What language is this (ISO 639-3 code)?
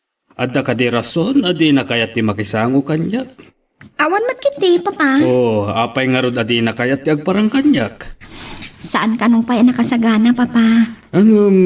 ilo